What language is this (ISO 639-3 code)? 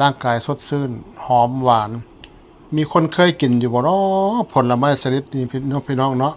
tts